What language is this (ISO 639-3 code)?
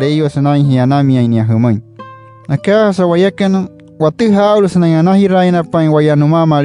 guc